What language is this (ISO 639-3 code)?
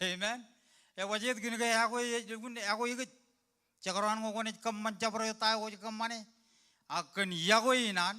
mah